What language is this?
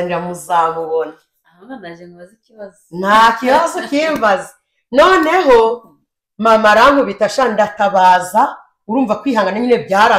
Kinyarwanda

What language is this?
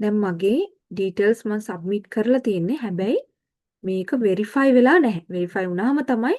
Sinhala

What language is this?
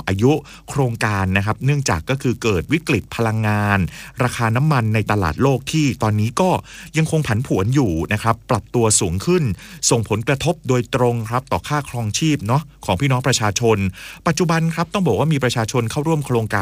Thai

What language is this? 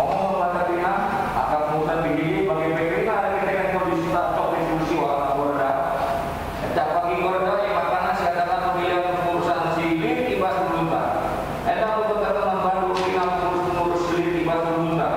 Batak Karo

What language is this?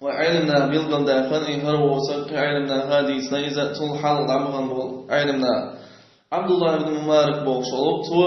Chechen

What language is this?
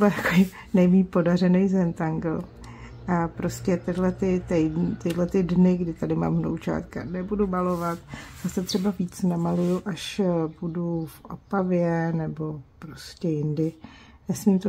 Czech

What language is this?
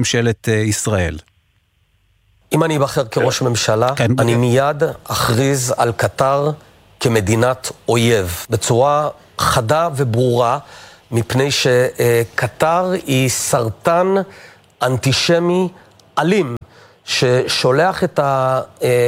Hebrew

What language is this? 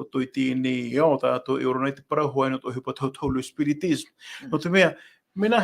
Tahitian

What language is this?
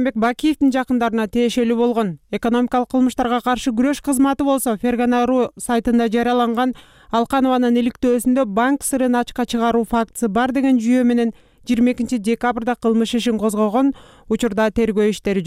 Kyrgyz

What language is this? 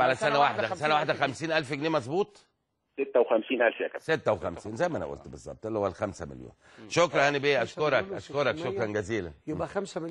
Egyptian Arabic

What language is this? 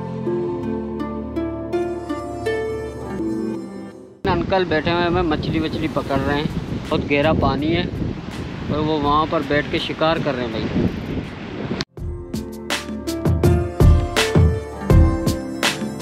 Hindi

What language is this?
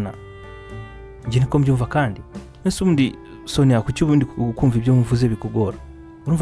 Kinyarwanda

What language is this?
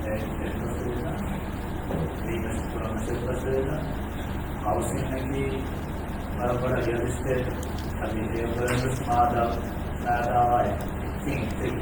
Divehi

